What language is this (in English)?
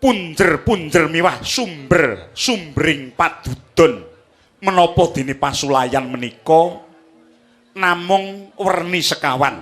Javanese